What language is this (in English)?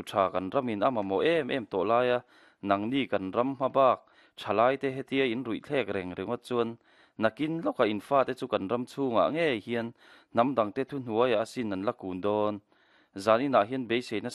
Mizo